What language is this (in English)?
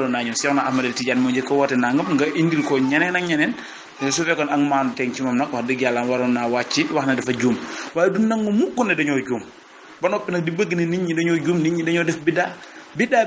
Wolof